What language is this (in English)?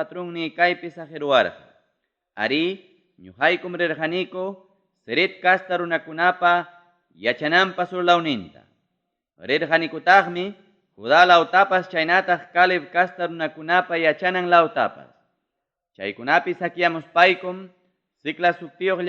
Ayacucho Quechua